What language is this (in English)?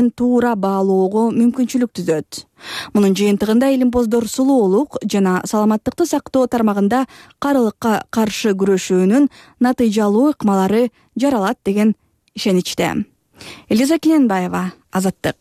Kyrgyz